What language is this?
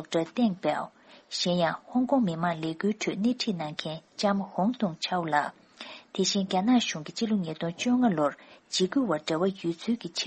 Tibetan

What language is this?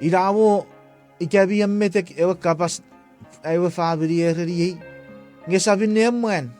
Chuukese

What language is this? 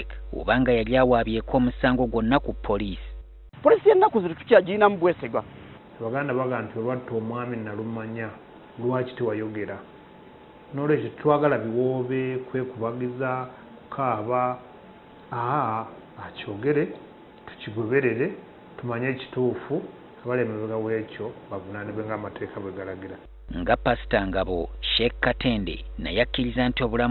Ganda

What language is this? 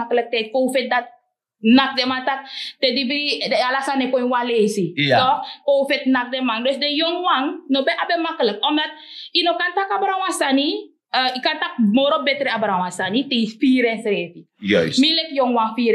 Sranan Tongo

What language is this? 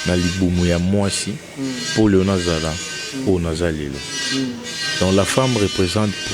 Lingala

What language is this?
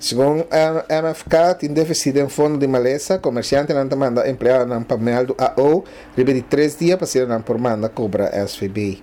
Papiamento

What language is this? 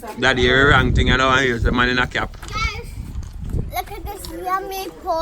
Jamaican Creole English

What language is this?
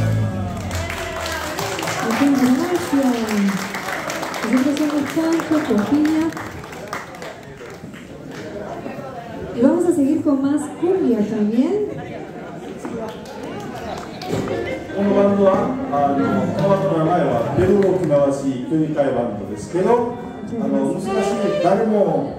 Japanese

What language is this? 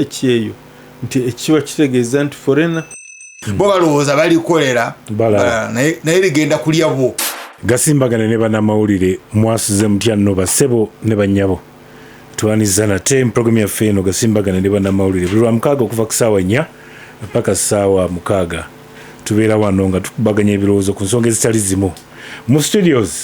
Ganda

